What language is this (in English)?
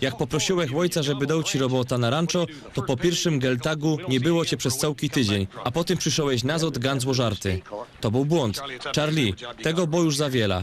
Silesian